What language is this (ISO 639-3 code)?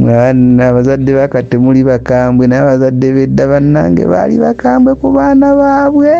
lug